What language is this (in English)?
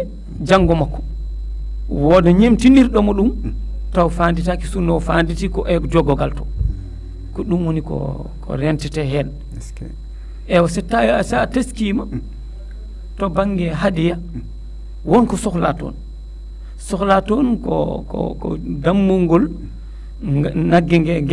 Fula